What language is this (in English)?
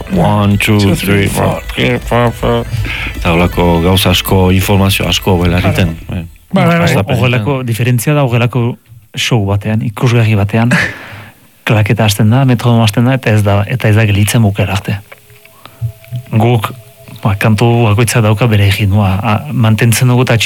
Basque